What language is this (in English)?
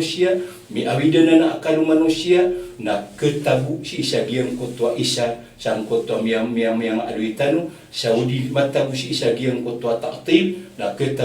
Maranao